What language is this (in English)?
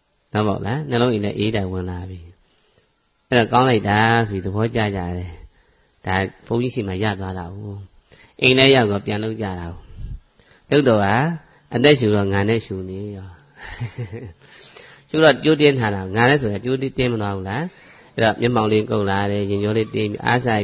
Burmese